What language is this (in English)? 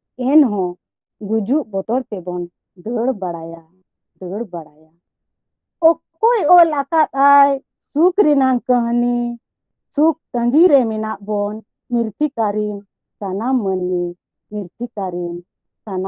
Santali